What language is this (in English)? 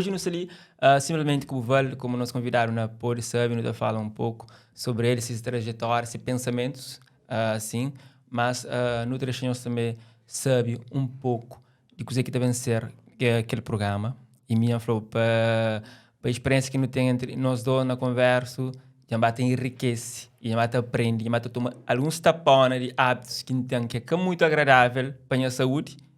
Kabuverdianu